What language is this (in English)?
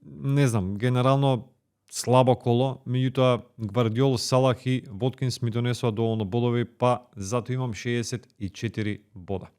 Macedonian